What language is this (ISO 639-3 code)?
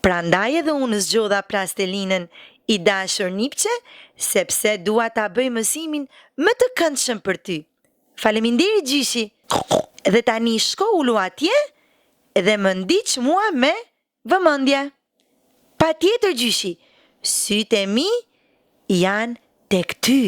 sqi